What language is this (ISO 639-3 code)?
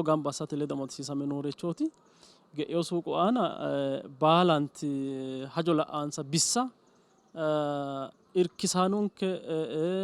sid